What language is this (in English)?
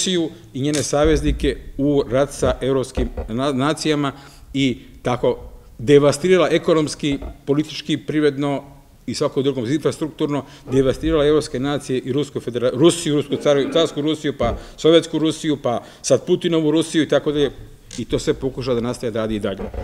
Serbian